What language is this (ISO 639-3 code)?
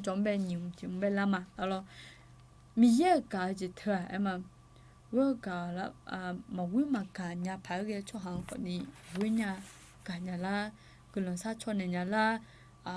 ahk